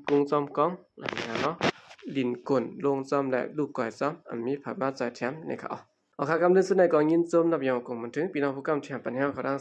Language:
Shan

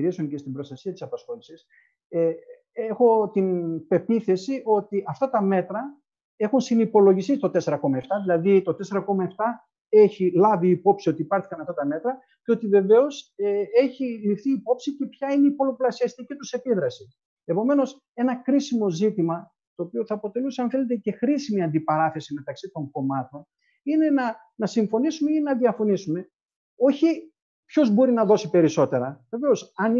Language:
Greek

